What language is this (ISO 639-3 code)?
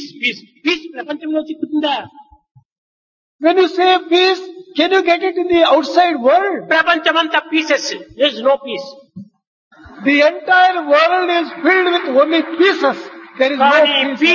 tel